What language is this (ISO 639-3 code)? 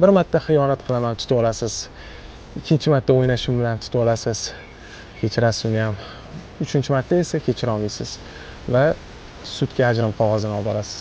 uzb